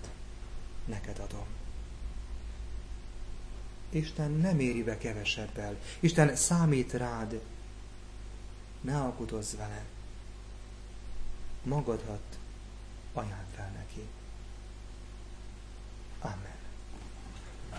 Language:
Hungarian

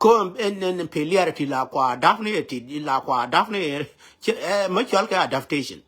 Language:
Nuer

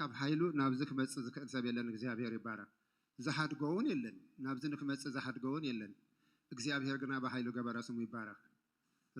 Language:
Tigrinya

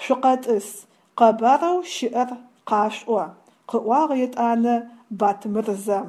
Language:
Adyghe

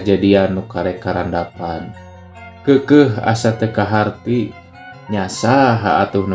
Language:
Sundanese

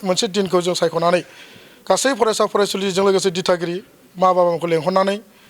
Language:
Bodo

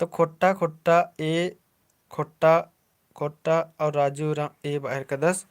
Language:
Kurukh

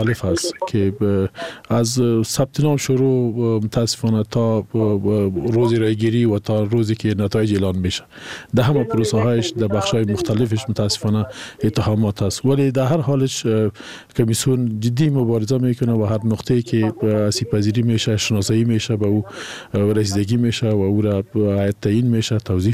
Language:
Persian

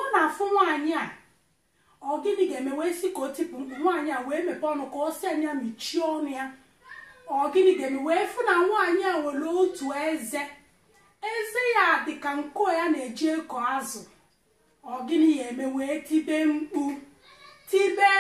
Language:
Igbo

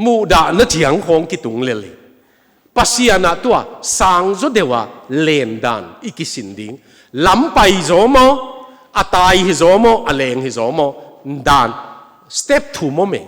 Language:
Tedim Chin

